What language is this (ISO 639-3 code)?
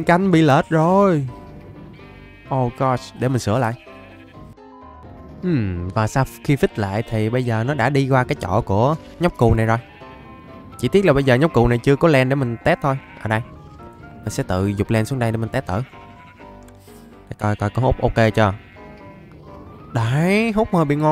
vie